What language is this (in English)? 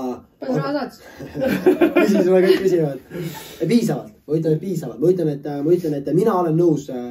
Estonian